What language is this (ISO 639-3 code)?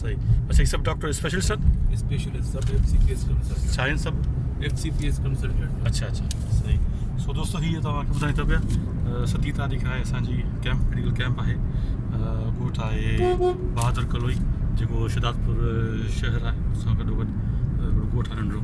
snd